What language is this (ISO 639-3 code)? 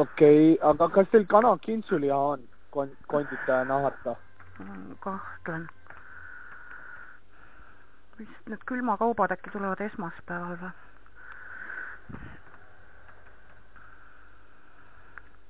est